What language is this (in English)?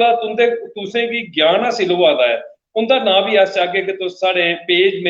Dogri